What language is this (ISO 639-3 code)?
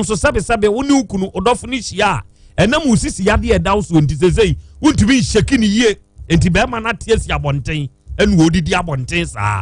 aka